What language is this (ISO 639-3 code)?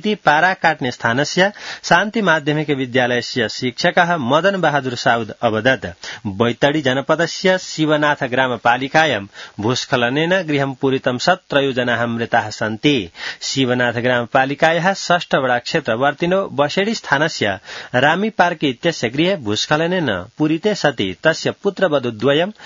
san